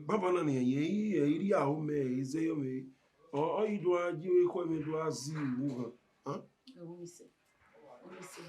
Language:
Bini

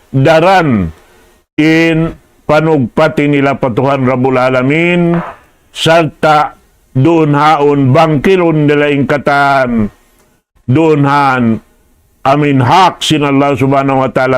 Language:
Tausug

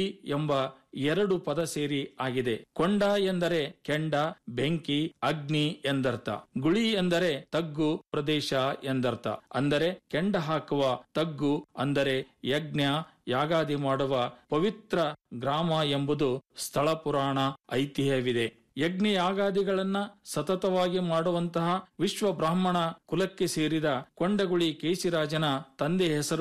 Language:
Kannada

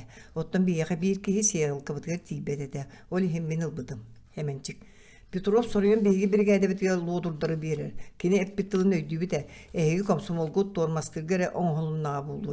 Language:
Yakut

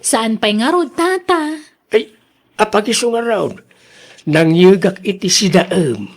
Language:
Iloko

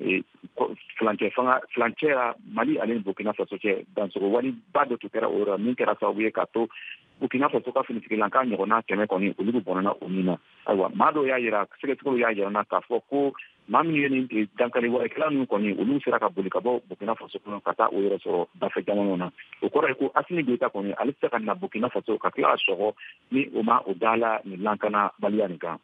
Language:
Bambara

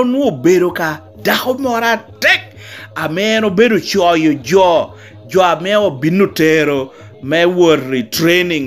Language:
Lango (Uganda)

